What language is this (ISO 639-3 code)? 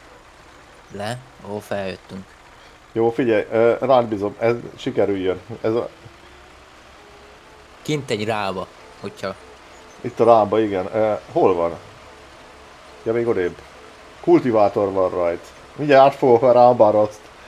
hun